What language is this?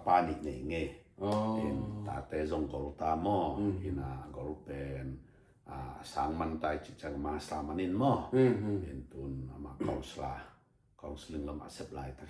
Tedim Chin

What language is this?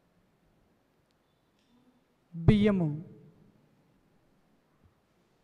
Telugu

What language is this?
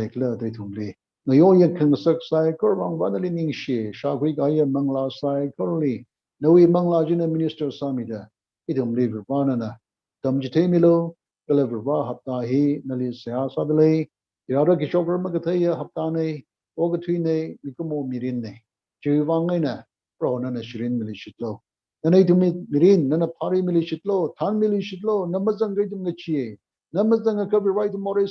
Tangkhul Naga (India)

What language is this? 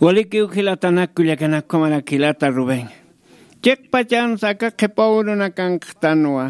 Aymara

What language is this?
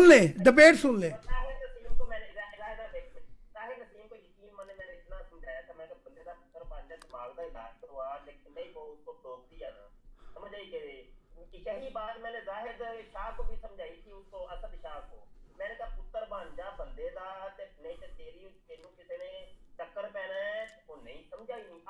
Urdu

